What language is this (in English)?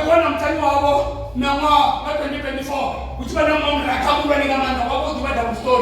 Venda